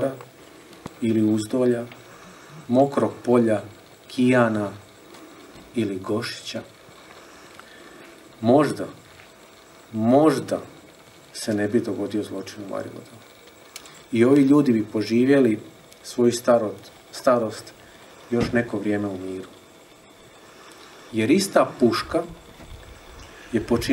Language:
Croatian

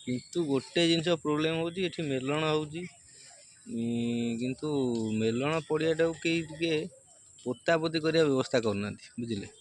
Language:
Odia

